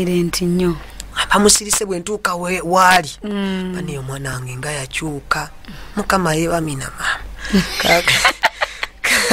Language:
Ganda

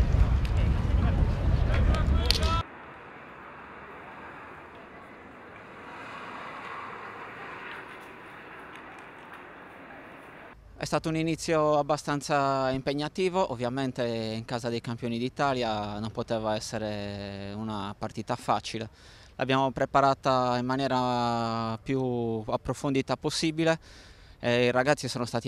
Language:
Italian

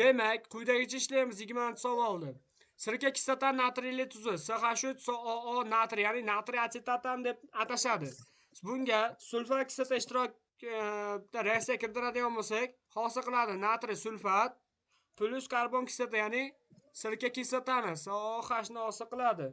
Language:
Uzbek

